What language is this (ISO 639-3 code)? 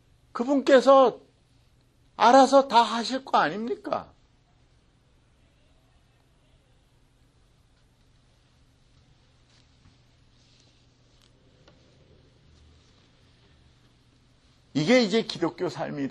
kor